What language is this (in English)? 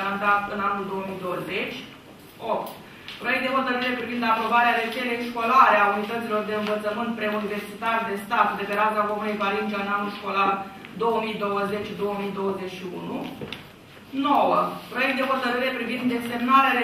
Romanian